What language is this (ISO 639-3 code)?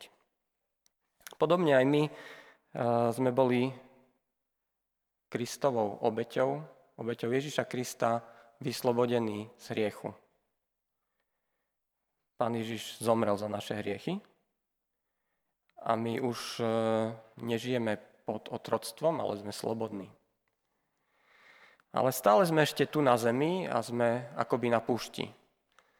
slk